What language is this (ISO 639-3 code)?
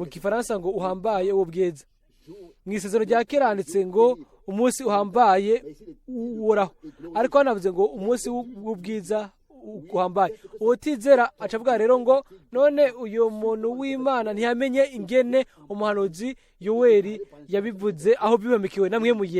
run